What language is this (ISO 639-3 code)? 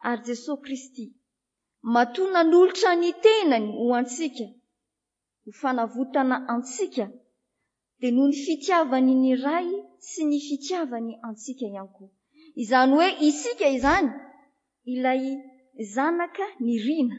mlg